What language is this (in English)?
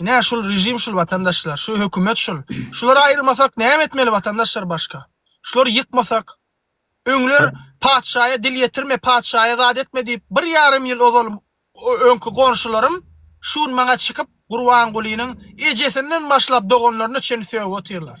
Turkmen